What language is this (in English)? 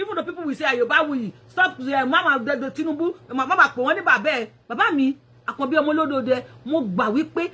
Yoruba